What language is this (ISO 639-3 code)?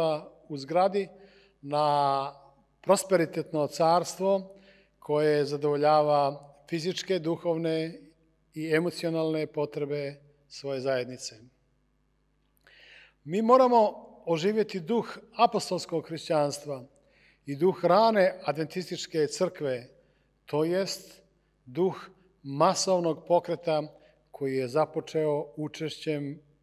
srp